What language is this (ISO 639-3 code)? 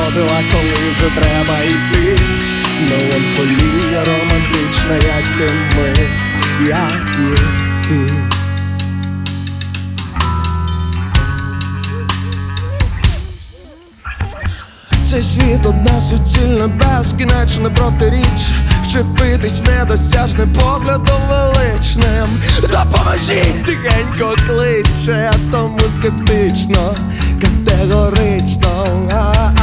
ukr